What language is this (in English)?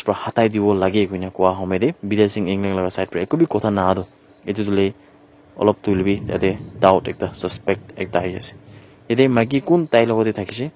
Naga Pidgin